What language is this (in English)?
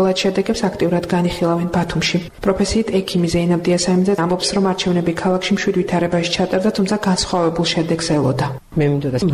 Georgian